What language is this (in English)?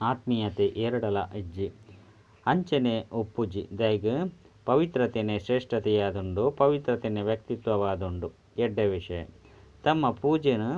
Tulu